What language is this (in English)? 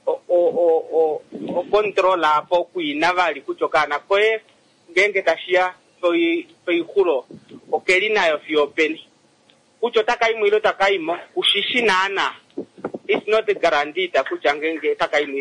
Kuanyama